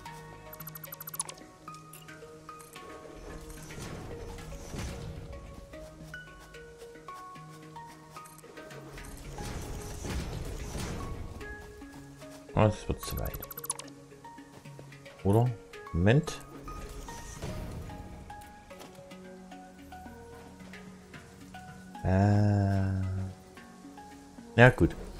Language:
German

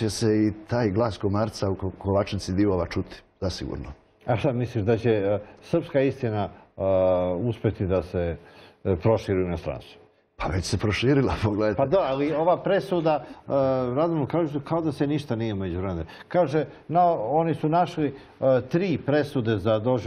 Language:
Serbian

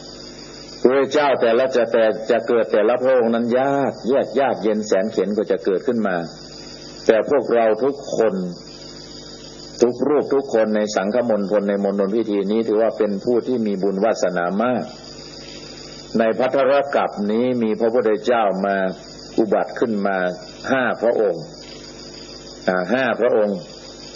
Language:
Thai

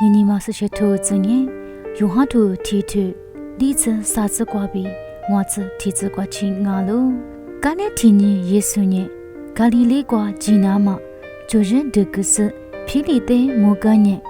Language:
Lisu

